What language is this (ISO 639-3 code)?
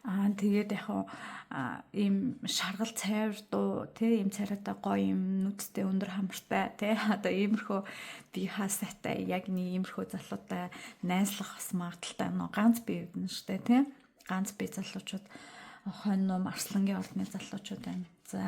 mon